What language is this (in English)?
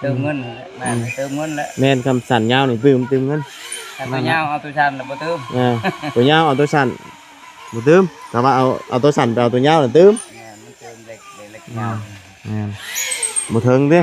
Lao